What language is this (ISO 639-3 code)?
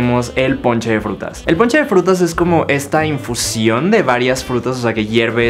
spa